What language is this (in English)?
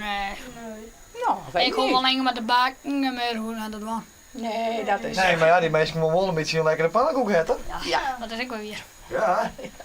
Western Frisian